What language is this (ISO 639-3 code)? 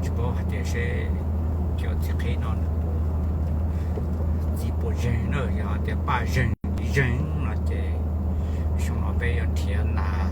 hmn